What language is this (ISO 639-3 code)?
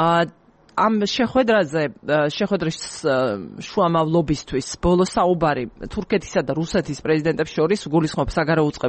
kat